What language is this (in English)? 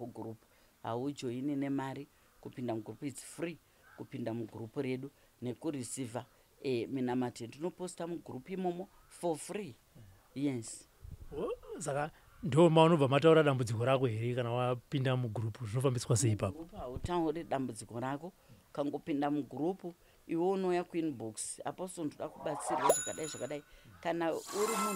Shona